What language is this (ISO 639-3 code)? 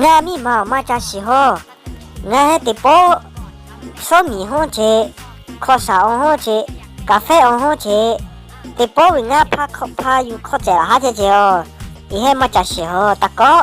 lhu